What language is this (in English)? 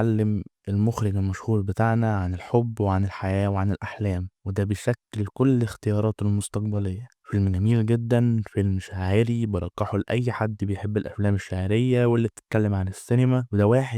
Egyptian Arabic